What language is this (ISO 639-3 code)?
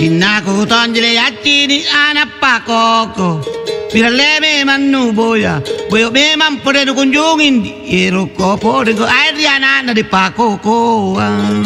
mak